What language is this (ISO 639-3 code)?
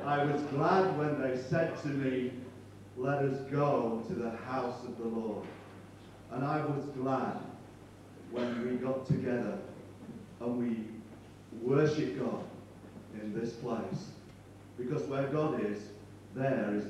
eng